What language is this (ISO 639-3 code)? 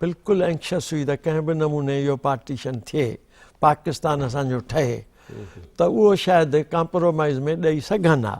snd